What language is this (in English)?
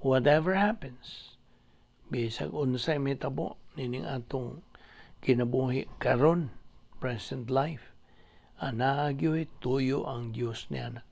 Cebuano